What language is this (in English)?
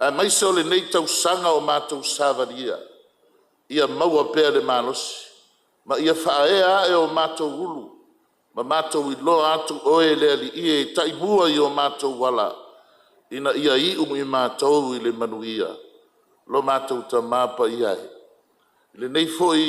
Samoan